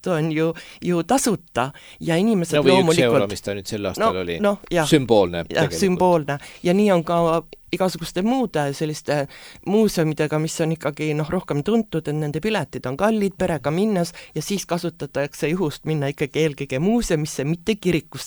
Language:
Estonian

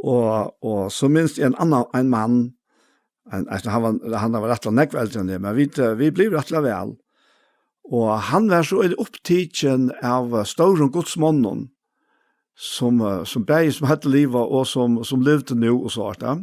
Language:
Faroese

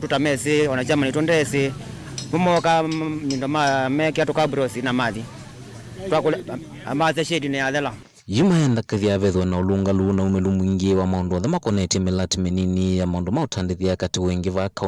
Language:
Kamba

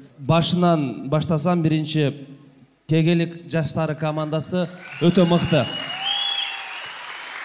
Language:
Kazakh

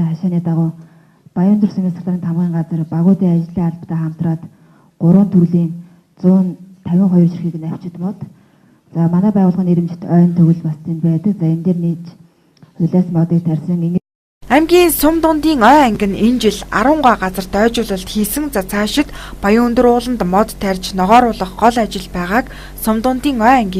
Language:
Mongolian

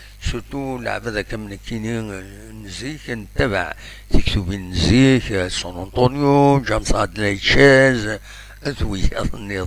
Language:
Kabyle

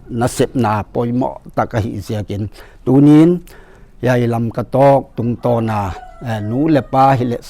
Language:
Paite Chin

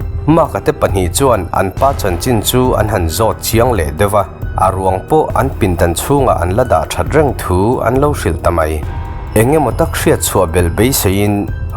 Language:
Mizo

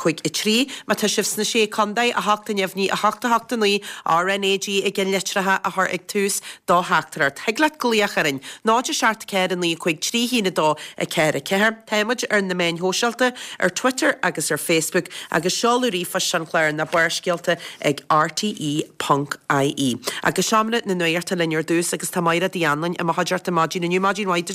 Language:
Irish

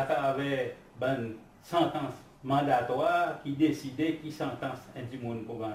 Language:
Seselwa Creole French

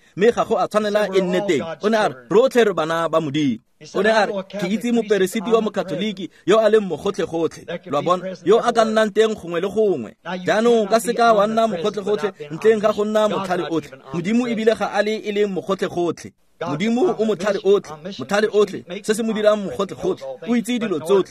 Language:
Tswana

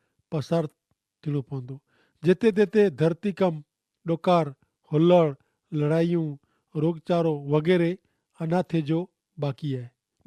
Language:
Kachhi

